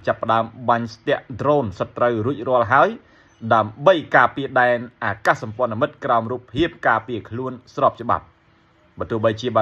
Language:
Khmer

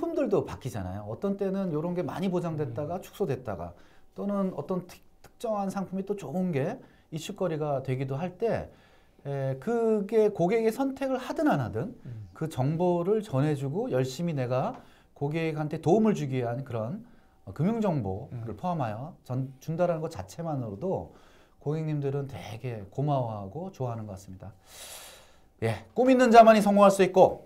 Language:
Korean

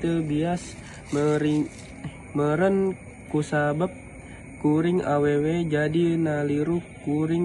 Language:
Sundanese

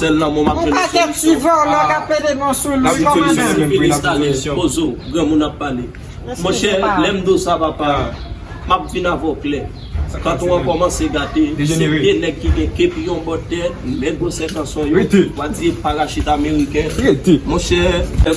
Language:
Haitian Creole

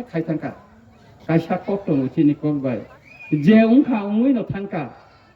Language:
Kok Borok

